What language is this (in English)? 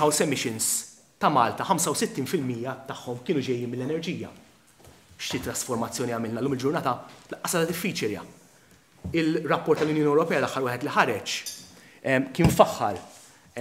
Maltese